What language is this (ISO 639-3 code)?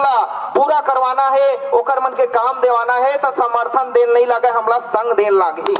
hne